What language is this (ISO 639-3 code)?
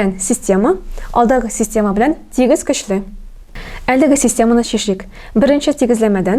tat